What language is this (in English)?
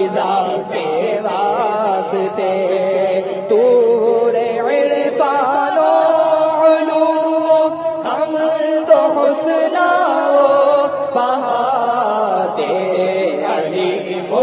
Urdu